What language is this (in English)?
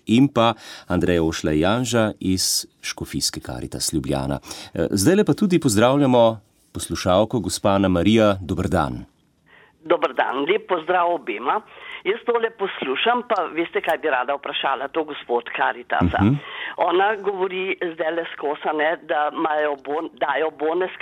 Slovenian